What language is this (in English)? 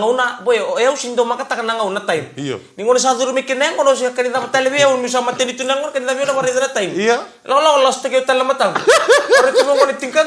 Fijian